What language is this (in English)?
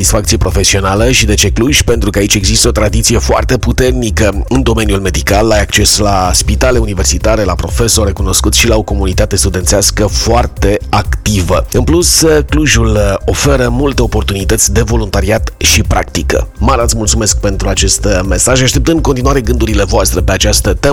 Romanian